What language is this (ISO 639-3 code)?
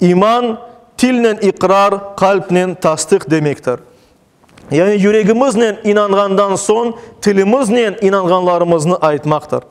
crh